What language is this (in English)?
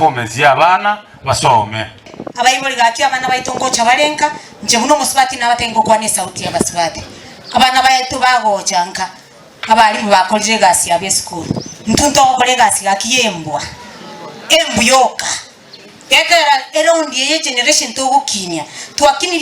Gusii